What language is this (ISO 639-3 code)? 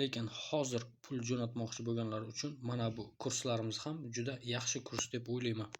uzb